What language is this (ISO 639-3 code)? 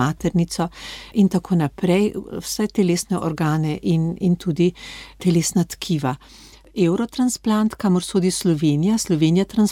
slv